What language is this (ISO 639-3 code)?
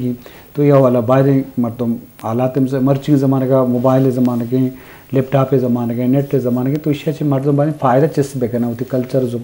bgp